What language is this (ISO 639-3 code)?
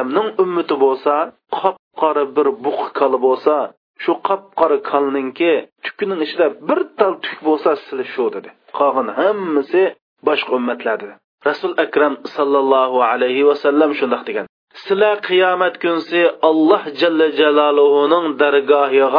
uig